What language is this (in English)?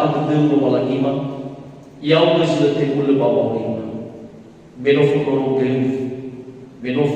Nias